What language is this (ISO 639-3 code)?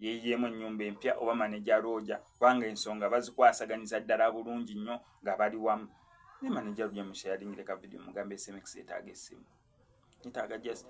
lug